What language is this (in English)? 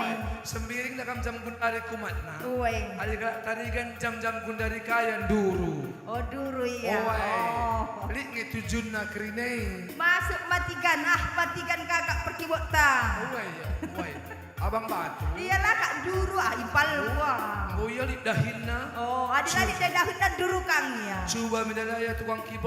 Batak Karo